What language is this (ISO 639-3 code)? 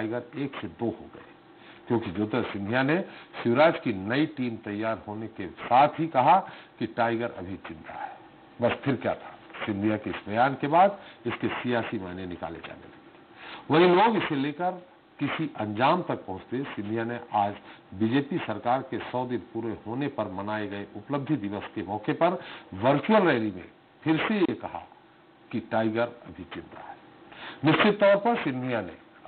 hin